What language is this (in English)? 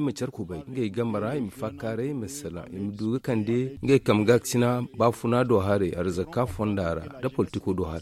Zarma